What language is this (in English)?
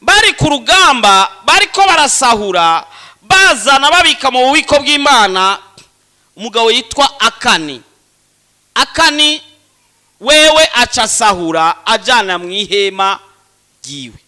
Rundi